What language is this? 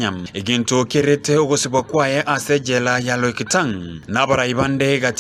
Gusii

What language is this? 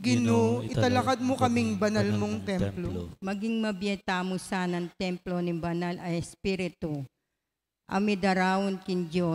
Pampanga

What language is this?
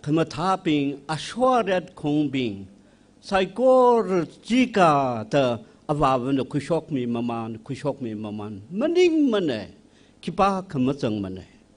Tangkhul Naga (India)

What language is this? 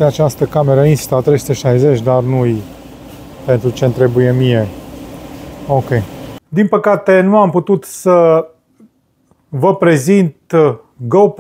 Romanian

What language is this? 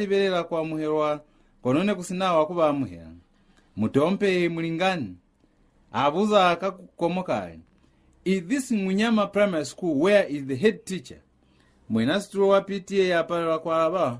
Lozi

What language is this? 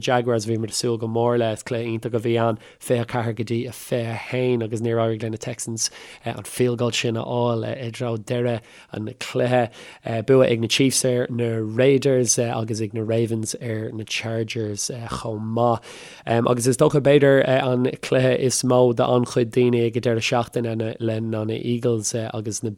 Irish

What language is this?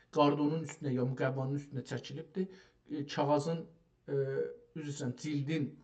South Azerbaijani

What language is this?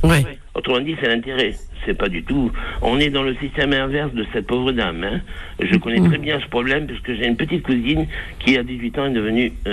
French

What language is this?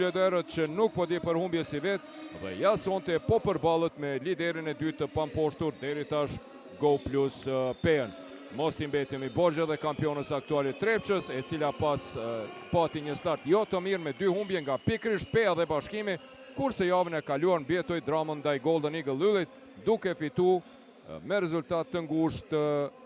Albanian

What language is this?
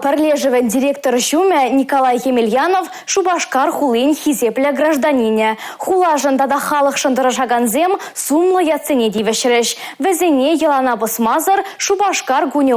Chuvash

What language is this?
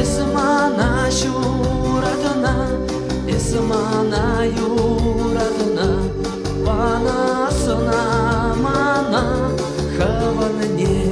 Chuvash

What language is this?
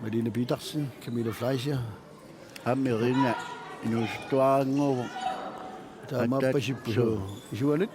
Kalaallisut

